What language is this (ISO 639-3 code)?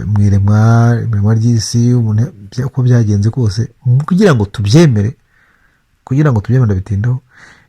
kin